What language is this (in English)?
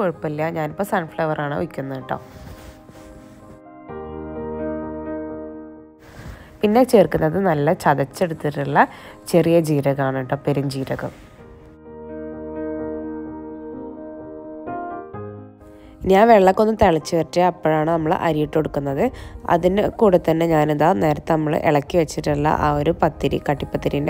Malayalam